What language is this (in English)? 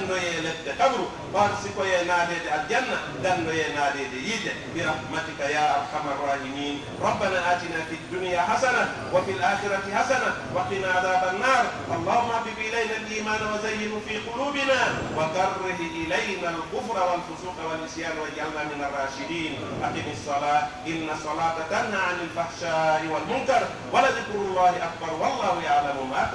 Pular